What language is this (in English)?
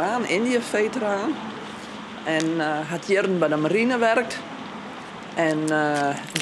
Western Frisian